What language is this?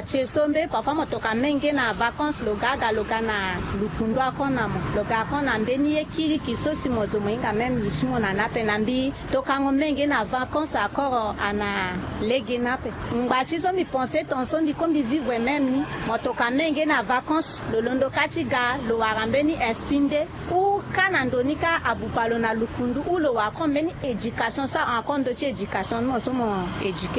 Sango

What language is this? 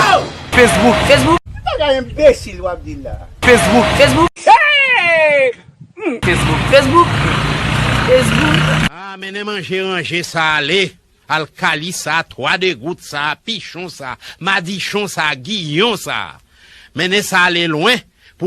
Haitian Creole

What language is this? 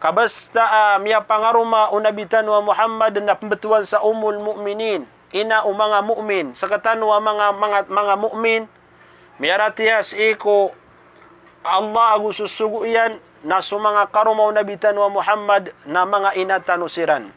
Maranao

